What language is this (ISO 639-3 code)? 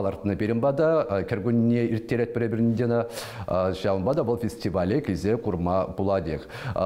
chv